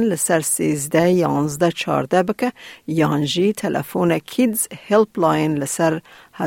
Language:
Kurdish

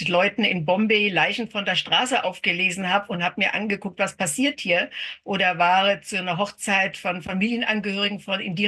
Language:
German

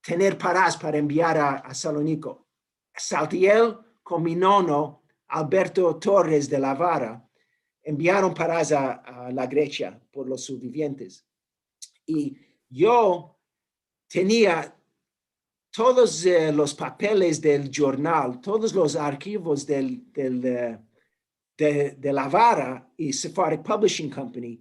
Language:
Ladino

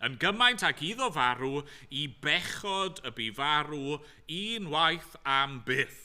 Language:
Welsh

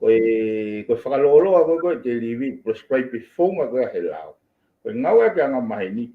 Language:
Tongan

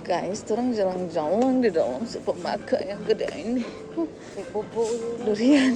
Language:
Manado Malay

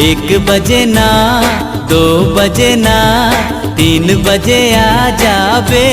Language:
Chhattisgarhi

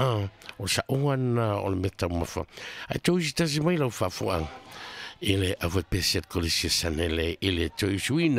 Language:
Samoan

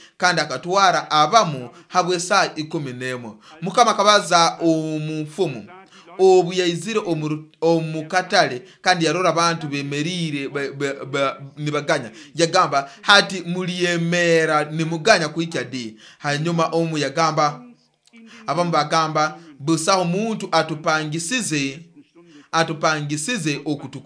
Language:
Nyoro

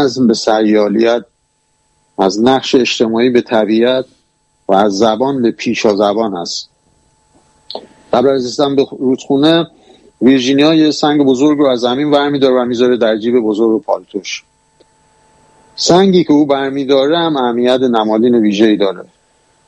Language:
Persian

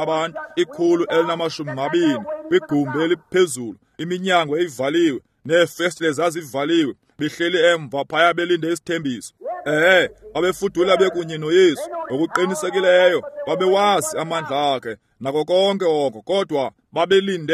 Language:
Xhosa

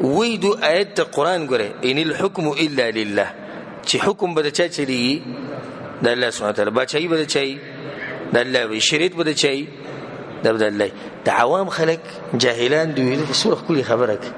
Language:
Pashto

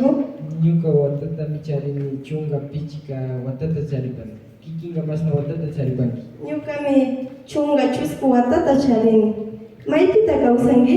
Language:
Imbabura Highland Quichua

